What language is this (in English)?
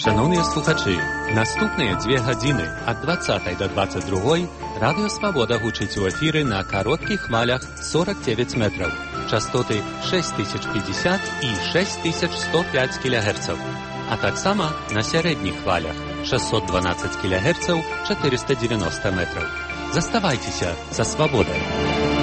Belarusian